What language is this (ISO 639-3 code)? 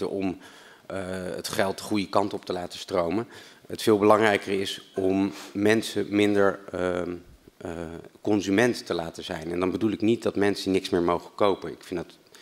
nld